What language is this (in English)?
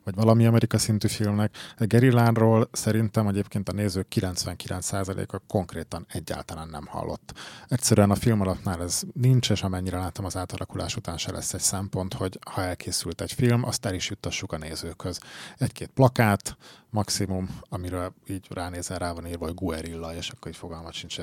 Hungarian